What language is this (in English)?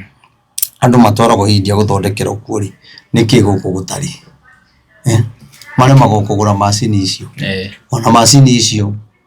Kikuyu